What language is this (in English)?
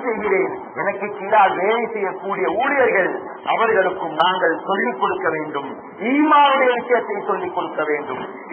Tamil